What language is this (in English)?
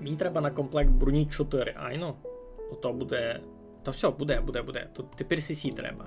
Rusyn